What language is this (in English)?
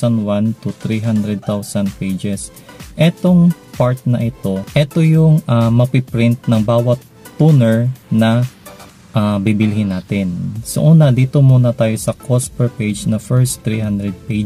Filipino